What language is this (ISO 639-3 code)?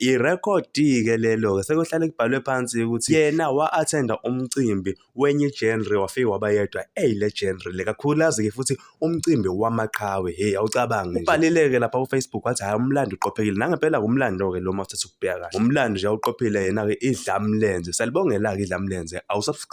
zul